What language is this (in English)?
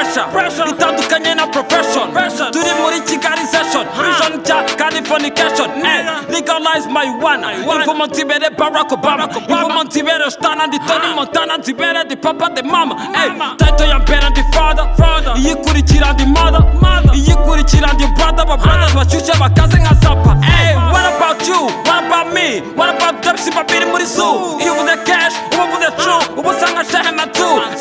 Kinyarwanda